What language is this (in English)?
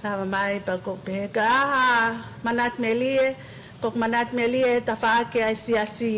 Tongan